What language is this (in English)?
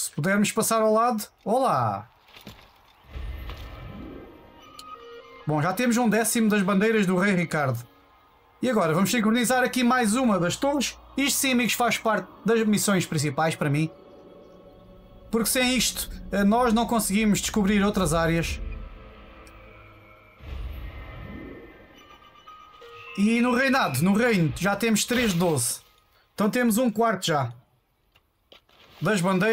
Portuguese